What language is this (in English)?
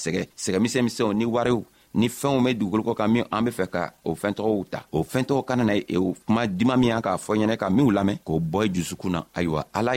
Bambara